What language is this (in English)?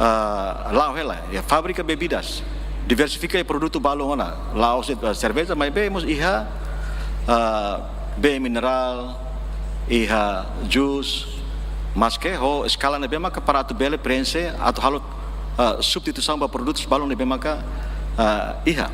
Tetum